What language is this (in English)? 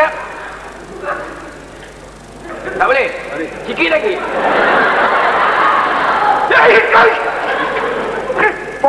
Malay